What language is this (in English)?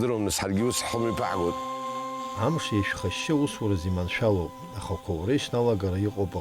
Abkhazian